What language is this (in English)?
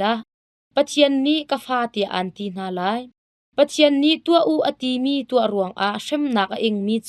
Hakha Chin